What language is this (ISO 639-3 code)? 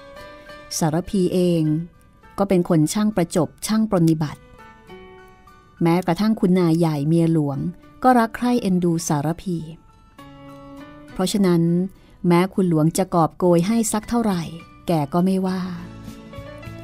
tha